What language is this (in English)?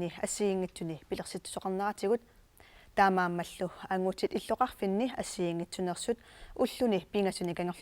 Kalaallisut